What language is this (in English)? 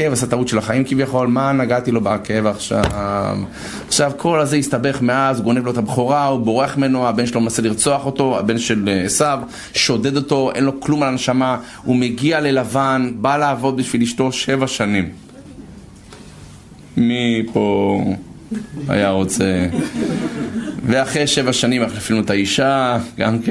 Hebrew